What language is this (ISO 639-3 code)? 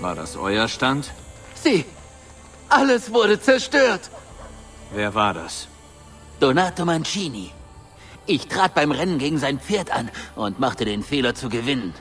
bar